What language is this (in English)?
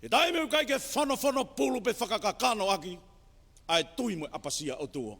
Tongan